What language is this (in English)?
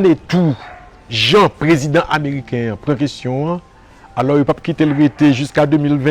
Haitian Creole